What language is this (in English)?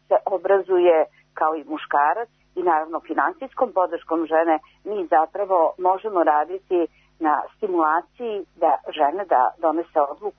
Serbian